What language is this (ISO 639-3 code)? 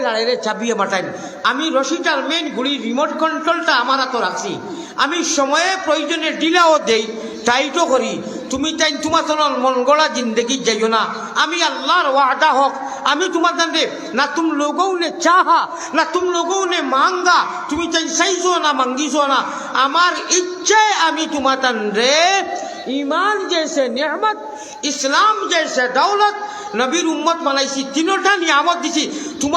syl